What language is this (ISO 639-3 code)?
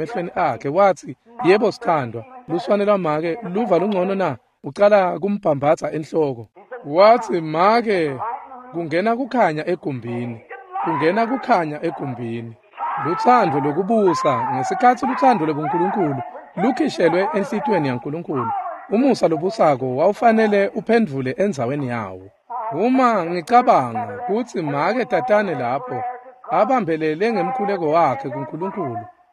ssw